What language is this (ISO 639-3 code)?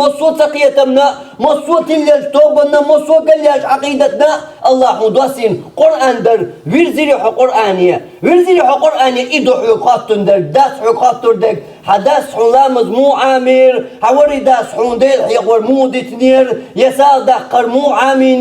che